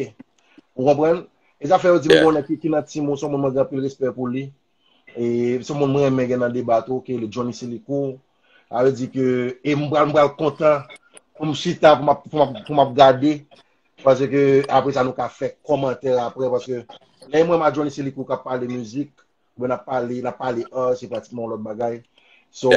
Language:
Haitian Creole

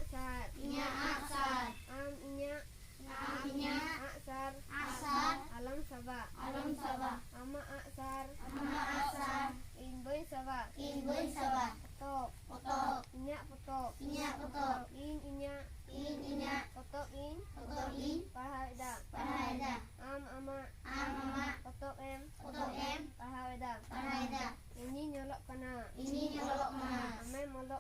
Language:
Santali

